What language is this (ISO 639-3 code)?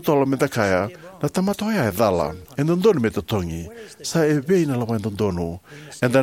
fij